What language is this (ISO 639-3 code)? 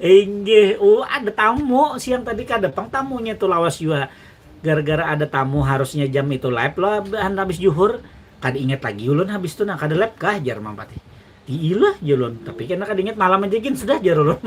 bjn